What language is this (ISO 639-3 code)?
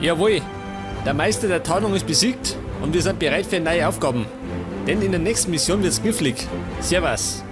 bar